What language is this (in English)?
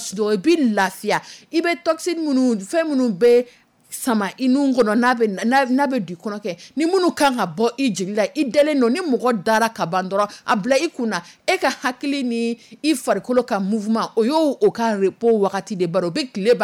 Dyula